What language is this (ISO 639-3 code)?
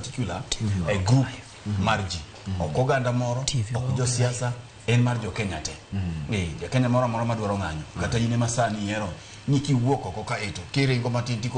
luo